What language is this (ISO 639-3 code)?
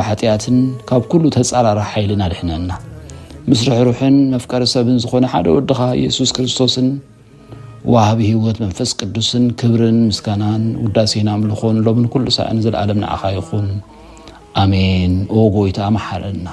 tir